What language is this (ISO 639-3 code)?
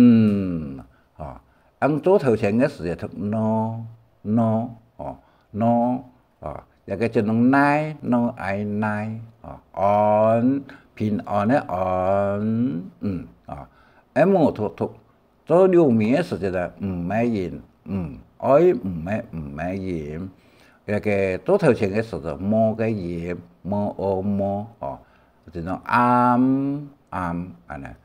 hak